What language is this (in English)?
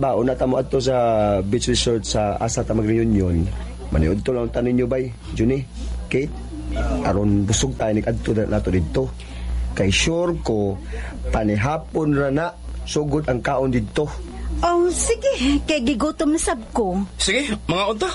Cebuano